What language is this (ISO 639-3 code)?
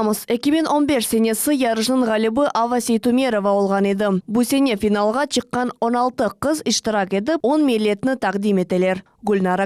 crh